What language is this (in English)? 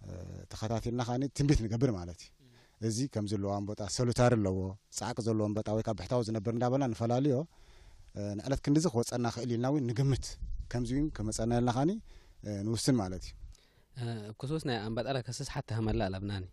Tigrinya